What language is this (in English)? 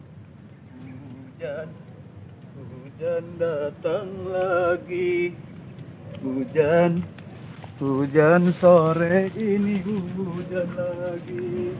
Betawi